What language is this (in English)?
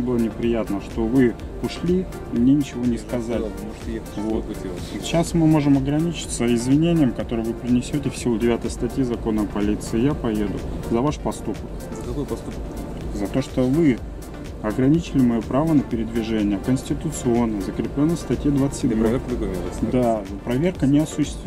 Russian